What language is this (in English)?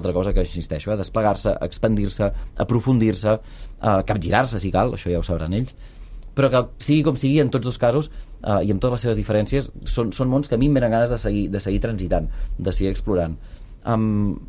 Catalan